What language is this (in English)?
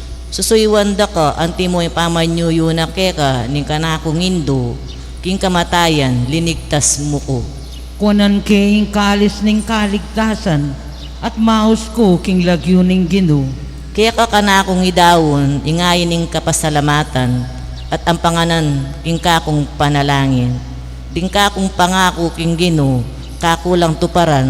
Pampanga